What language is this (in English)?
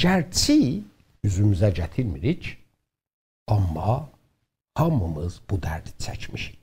South Azerbaijani